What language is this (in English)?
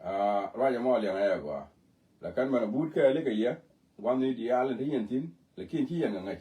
Nuer